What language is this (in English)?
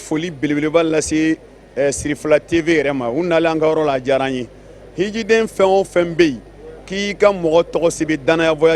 Bambara